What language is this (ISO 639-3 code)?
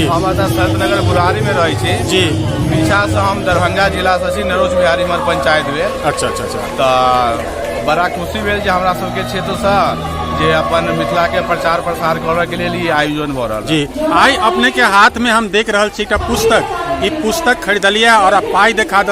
mai